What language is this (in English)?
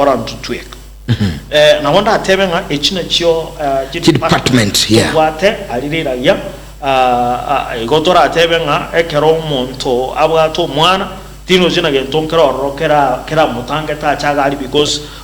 Gusii